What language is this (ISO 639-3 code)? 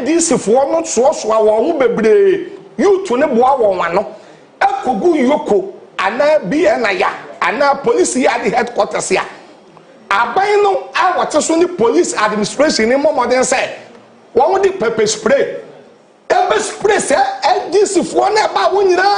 aka